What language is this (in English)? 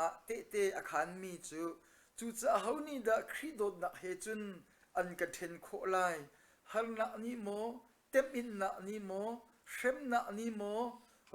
Hakha Chin